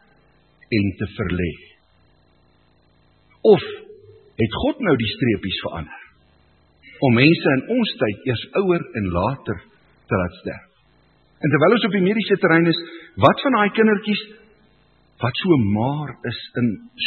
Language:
Afrikaans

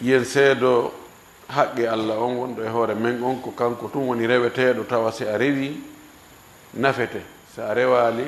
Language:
Fula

